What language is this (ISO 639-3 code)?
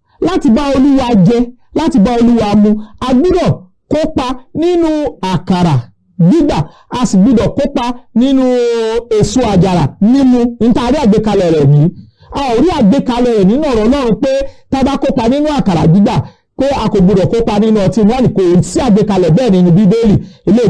yor